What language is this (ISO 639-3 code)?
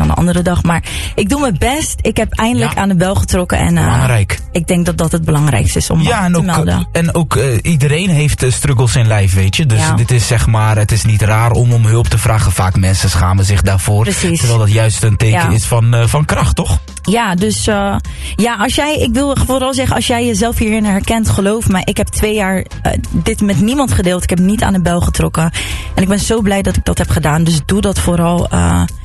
nld